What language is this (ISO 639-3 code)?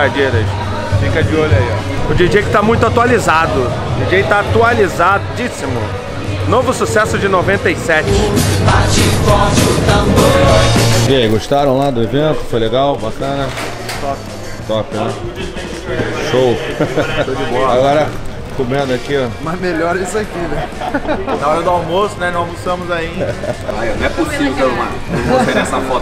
por